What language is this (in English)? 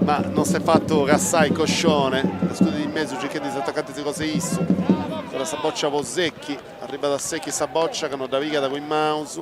Sardinian